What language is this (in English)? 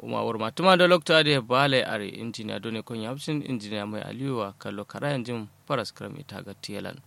Kanuri